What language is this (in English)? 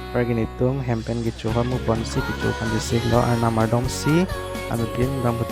Karbi